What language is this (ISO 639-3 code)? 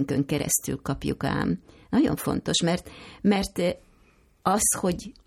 hun